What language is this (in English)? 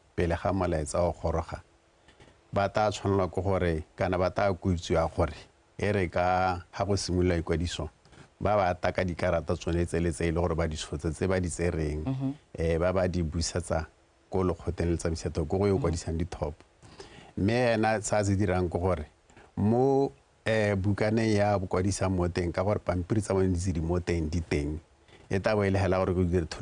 Tswana